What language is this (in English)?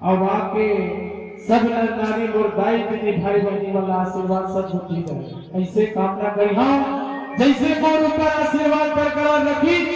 Chhattisgarhi